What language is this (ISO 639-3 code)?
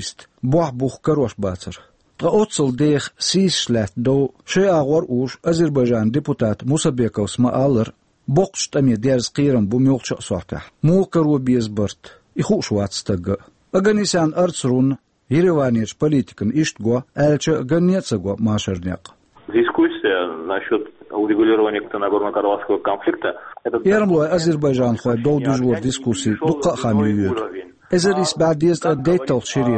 che